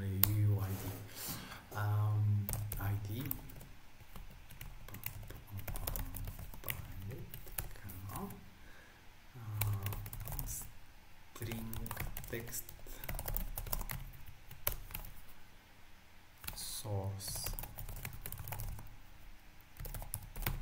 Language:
Bulgarian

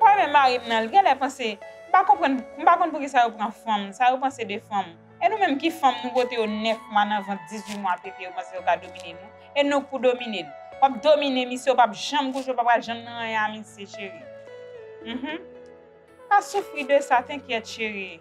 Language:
Haitian Creole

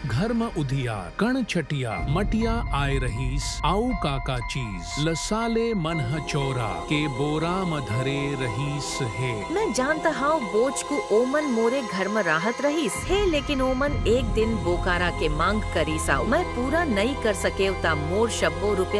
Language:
Chhattisgarhi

